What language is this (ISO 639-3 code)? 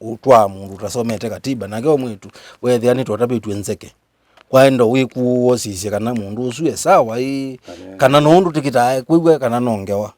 kam